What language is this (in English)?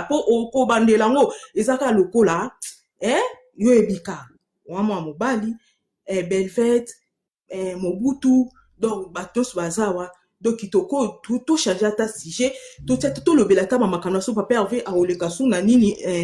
Lingala